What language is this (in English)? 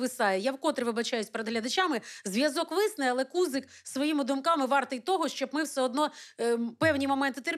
Ukrainian